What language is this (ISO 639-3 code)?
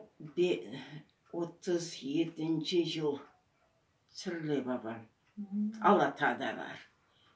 crh